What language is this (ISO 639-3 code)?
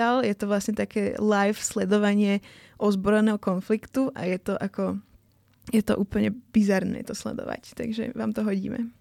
slk